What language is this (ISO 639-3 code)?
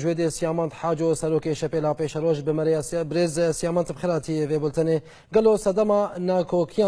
kur